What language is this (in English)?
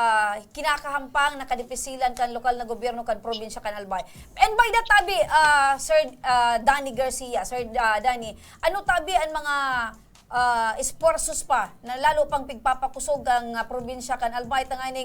Bikol